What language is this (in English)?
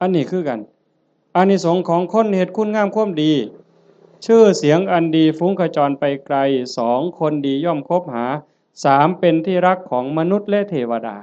Northeastern Thai